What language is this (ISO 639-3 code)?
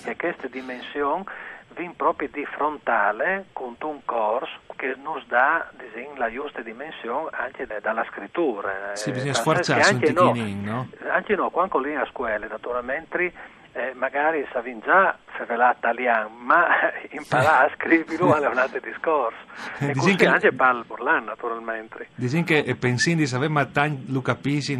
fur